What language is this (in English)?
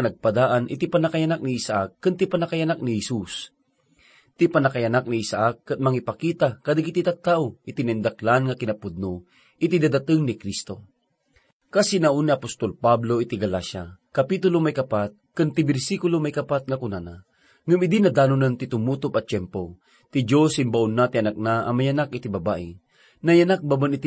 Iloko